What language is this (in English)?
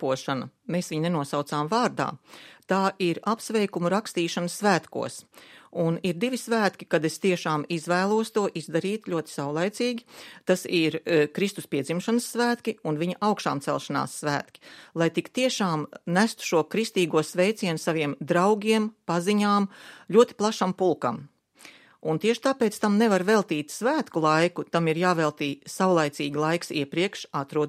Latvian